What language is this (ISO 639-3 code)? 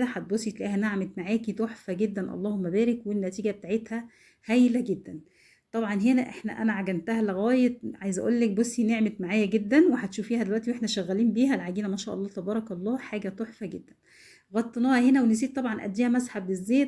arz